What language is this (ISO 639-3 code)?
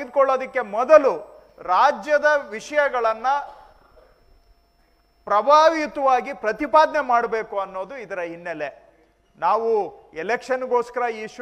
kan